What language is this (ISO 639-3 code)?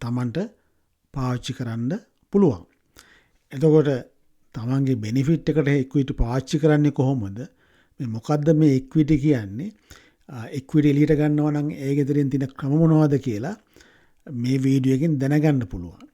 sin